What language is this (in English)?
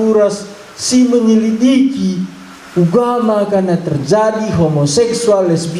Batak Karo